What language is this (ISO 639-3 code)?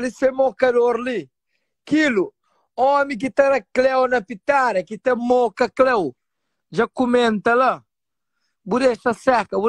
kea